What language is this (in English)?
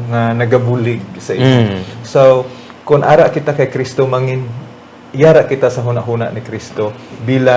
Hiligaynon